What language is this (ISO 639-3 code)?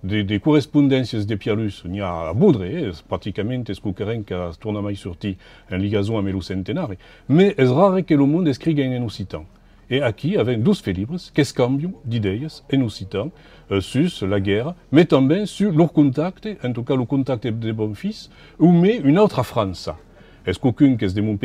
oci